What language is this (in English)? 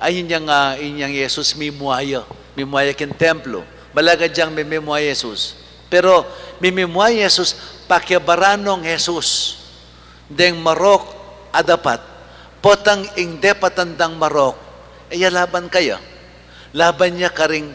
Pampanga